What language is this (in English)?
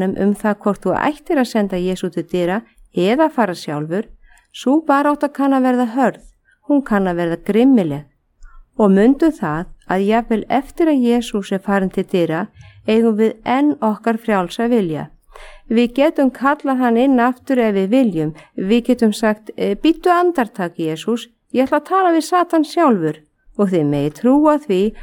Icelandic